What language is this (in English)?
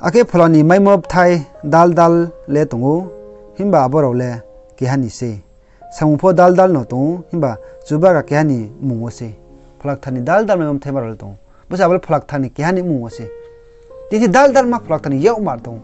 Riang (India)